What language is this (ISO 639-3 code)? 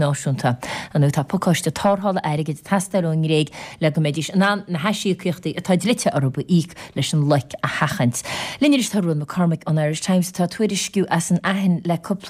gle